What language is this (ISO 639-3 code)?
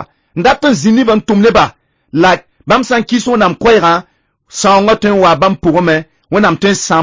mos